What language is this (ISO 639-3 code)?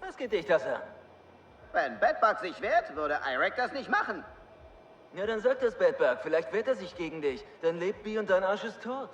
bar